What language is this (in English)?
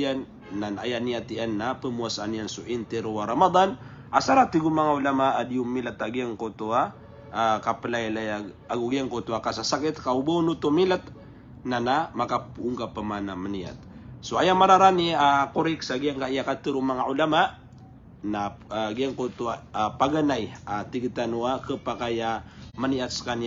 Maranao